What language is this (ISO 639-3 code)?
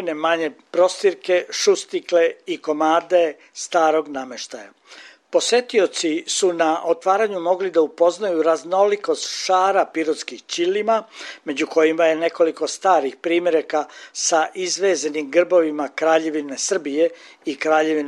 srp